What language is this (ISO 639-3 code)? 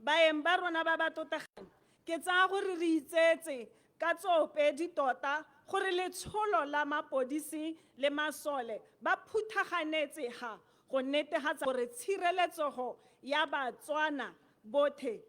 tsn